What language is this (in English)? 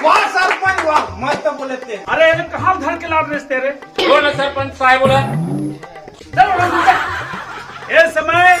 Chhattisgarhi